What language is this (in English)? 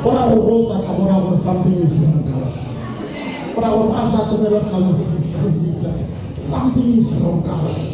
Tswana